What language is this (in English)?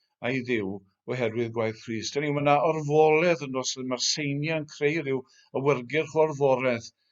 Welsh